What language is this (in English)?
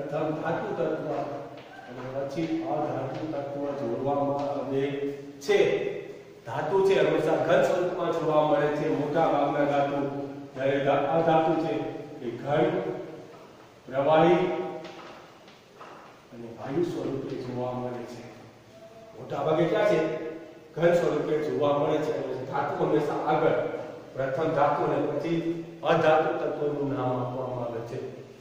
Gujarati